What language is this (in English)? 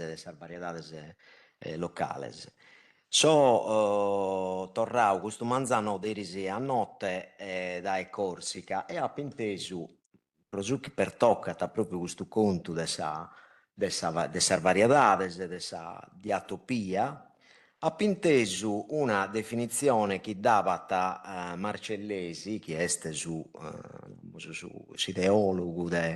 Sardinian